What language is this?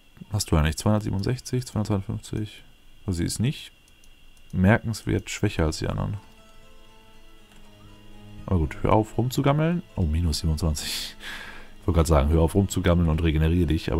German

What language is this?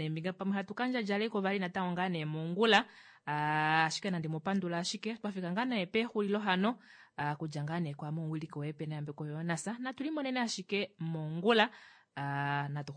Kuanyama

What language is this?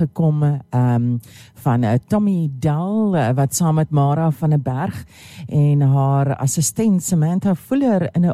Afrikaans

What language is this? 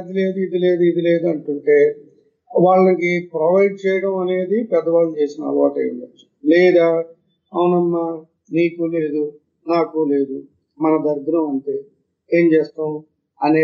Telugu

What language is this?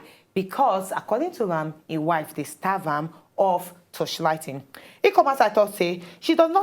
Nigerian Pidgin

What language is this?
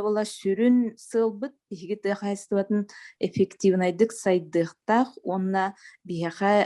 Yakut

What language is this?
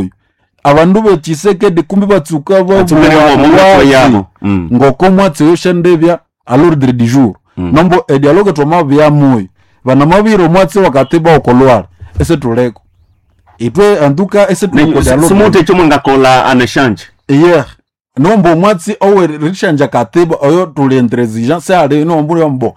Nande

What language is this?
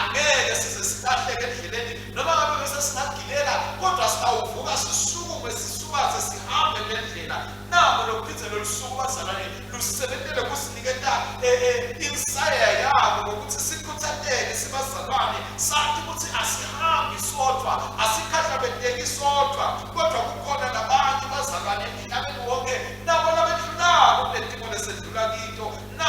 Swati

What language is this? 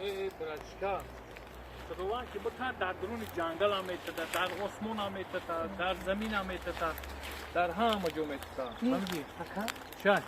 Tajik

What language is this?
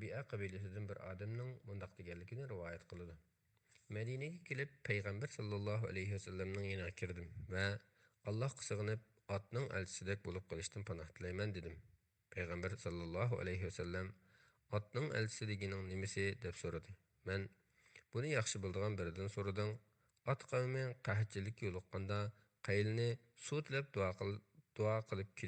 Uyghur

